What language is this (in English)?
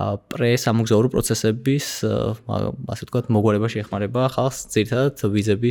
Georgian